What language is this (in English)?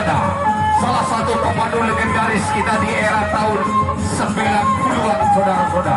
Sasak